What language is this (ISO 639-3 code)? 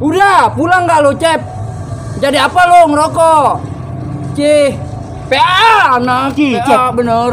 bew